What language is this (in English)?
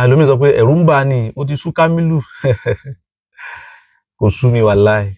Yoruba